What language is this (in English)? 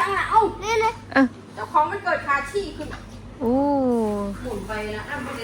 Northeastern Thai